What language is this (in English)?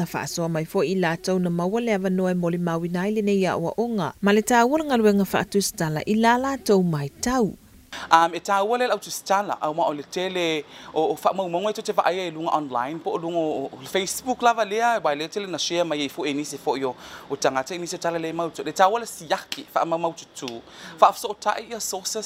Samoan